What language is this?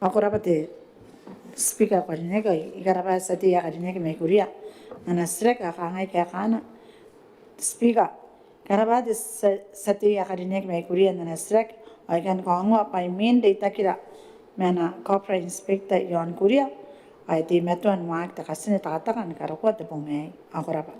Gilbertese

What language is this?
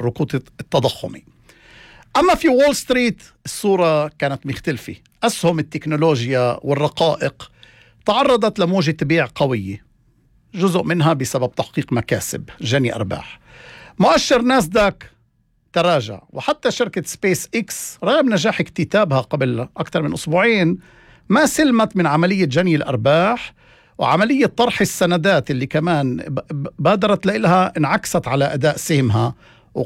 North Levantine Arabic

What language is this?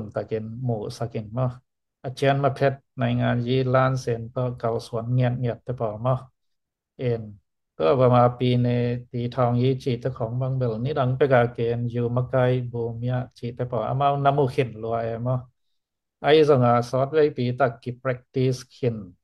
Tedim Chin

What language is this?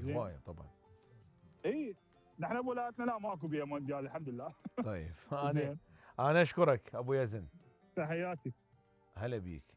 Mesopotamian Arabic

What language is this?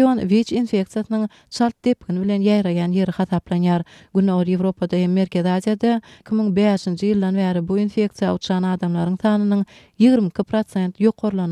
Turkmen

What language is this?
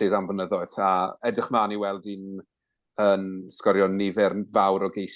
Welsh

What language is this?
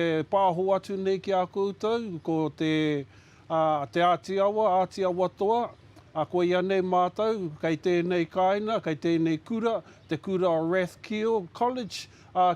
Māori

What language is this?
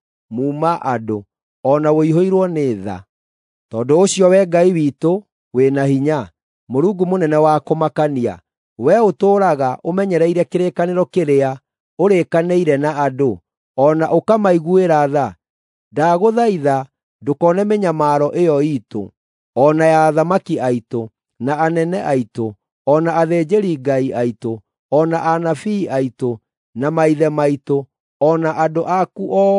Kikuyu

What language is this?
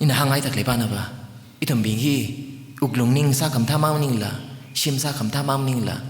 Tangkhul Naga (India)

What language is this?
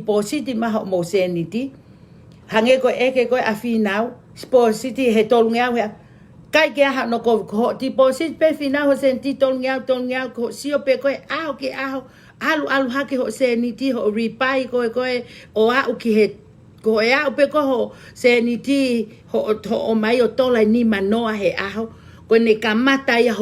Tongan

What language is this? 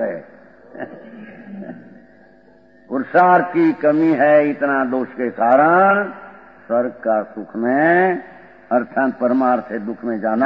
Hindi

